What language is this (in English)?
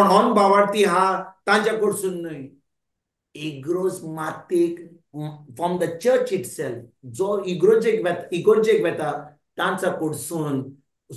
Konkani